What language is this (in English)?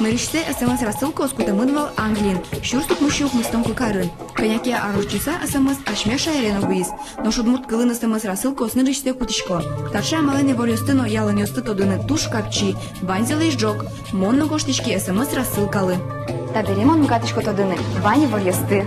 Udmurt